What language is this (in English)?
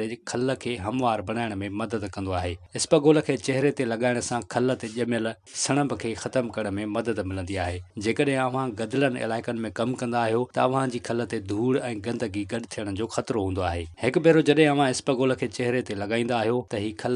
Sindhi